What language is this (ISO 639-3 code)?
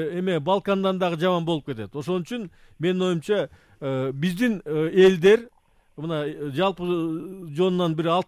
kir